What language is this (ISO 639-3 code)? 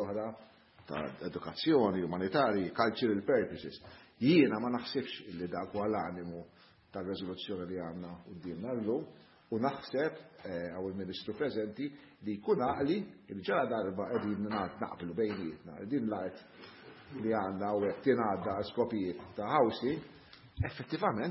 mlt